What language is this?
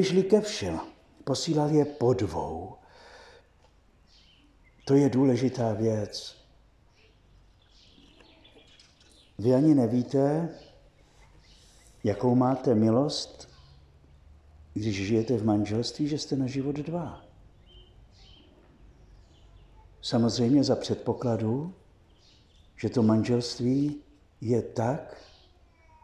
Czech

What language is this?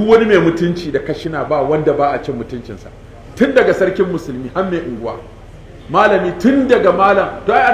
Hausa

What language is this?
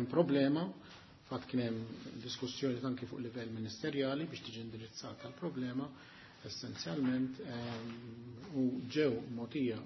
Maltese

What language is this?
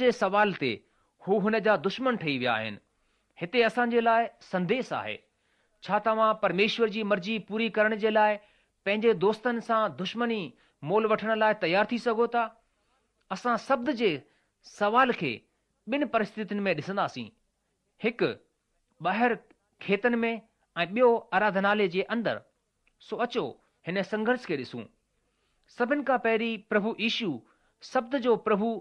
Sindhi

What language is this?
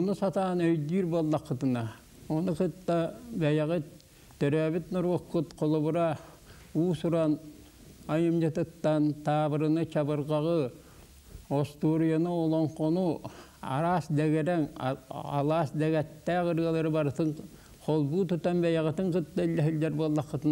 Yakut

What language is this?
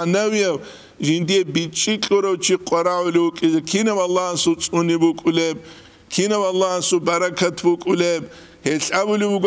Avaric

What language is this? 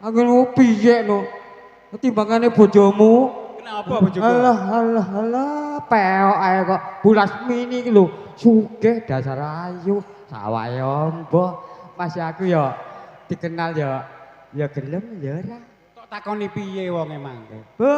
Javanese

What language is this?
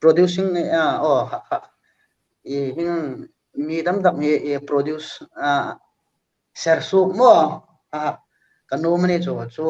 Hmar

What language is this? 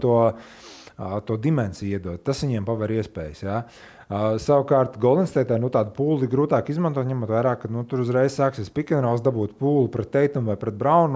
Latvian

